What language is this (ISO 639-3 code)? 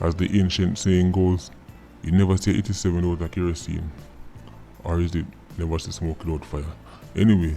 jam